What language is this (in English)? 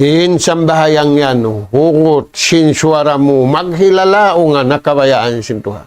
Tausug